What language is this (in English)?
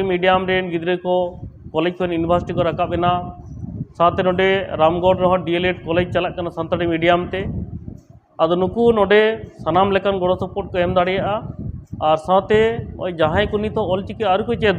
Santali